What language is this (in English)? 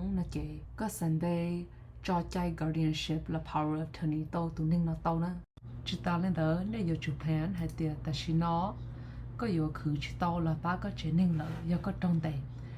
Hmong